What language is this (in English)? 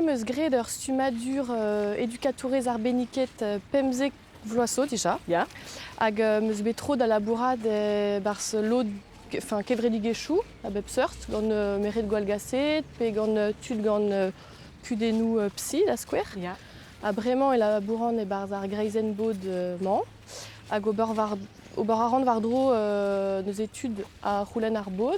Breton